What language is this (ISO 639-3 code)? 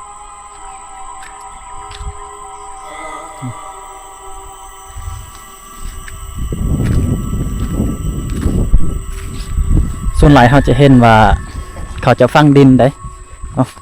lao